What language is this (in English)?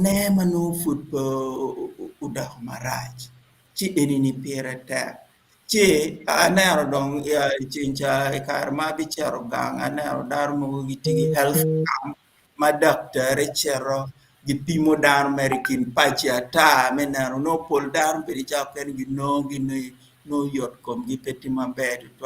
Acoli